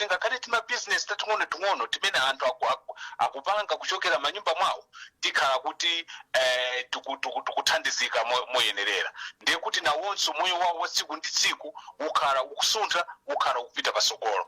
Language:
Nyanja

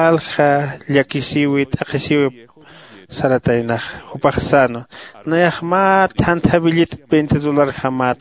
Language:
Aymara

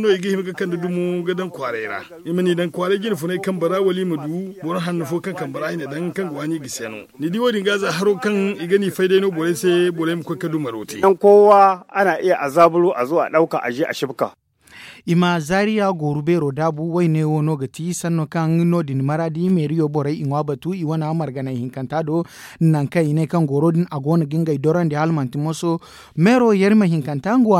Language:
Zarma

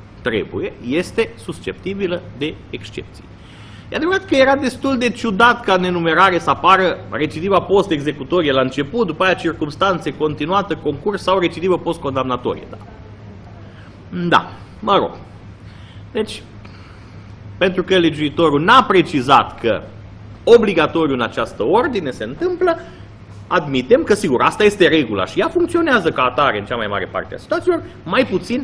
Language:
Romanian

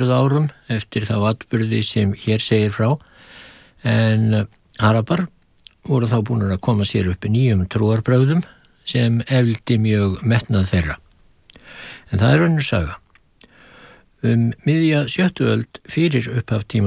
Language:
Icelandic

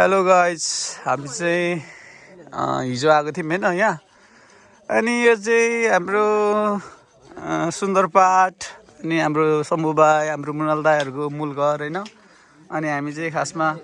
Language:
Nepali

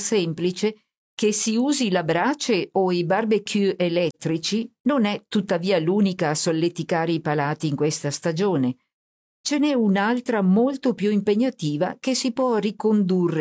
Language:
Italian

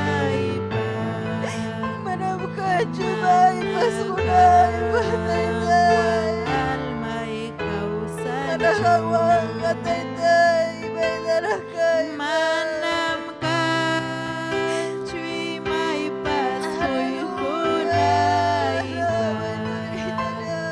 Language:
Ayacucho Quechua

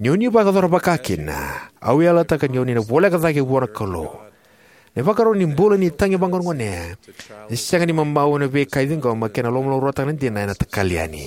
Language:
Fijian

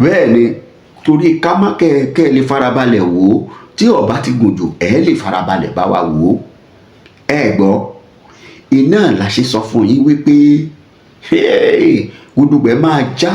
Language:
Yoruba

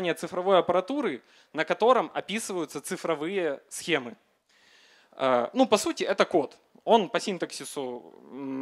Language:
Russian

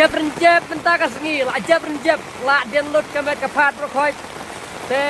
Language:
Khasi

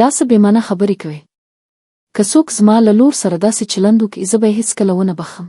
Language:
Pashto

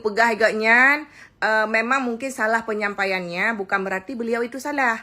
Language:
Achinese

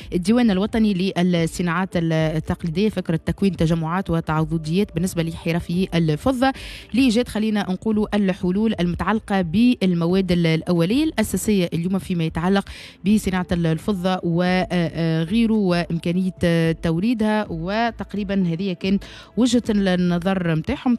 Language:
Tunisian Arabic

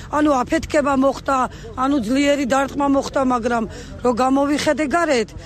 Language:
Georgian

